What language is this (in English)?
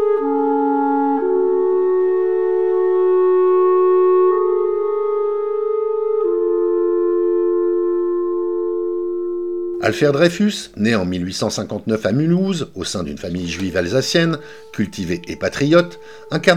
French